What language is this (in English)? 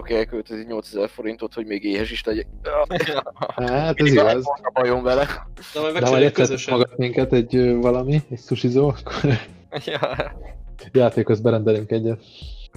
Hungarian